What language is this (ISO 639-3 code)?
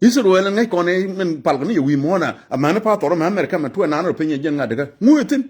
nus